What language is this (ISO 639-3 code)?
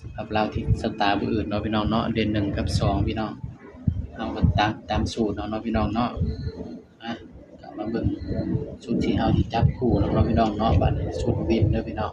tts